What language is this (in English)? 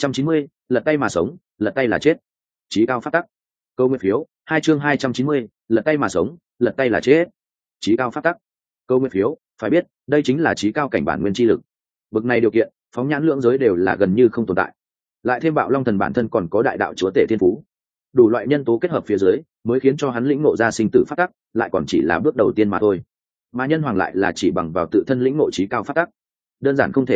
Vietnamese